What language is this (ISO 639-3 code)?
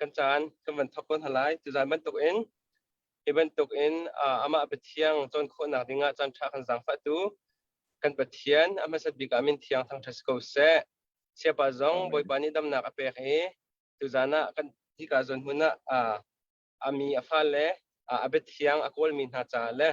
cnh